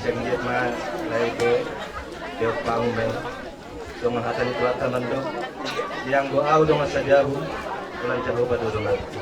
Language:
Batak Toba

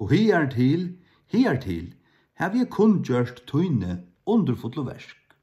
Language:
Faroese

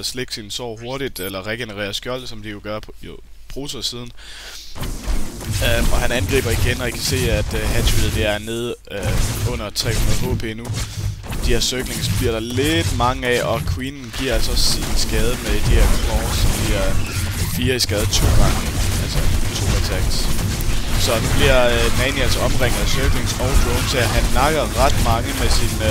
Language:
Danish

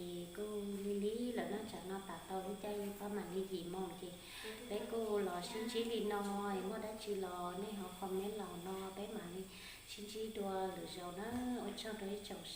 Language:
Hmong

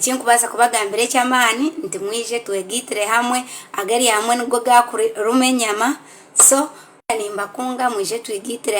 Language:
Ganda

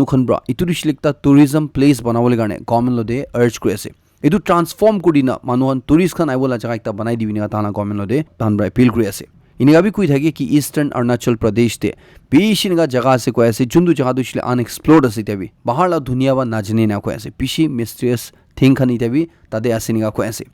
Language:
Naga Pidgin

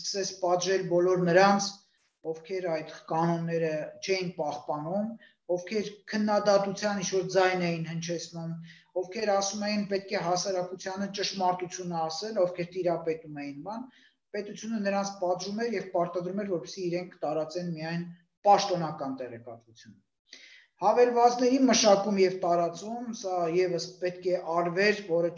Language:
Armenian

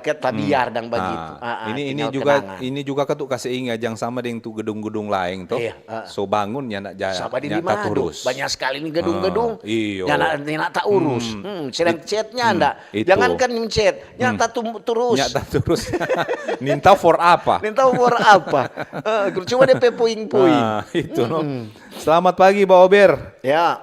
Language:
Manado Malay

